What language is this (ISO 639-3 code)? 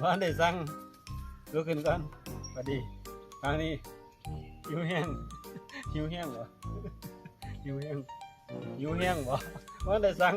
tts